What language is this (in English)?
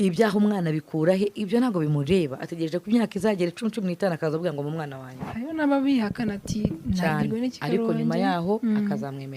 Kinyarwanda